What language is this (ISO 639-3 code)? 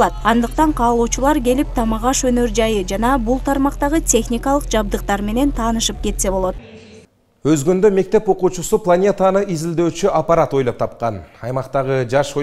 kir